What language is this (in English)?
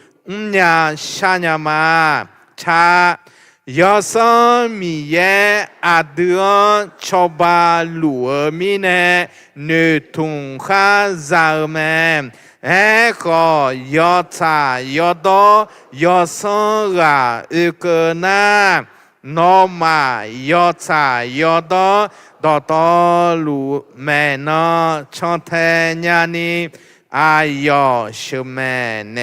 Akha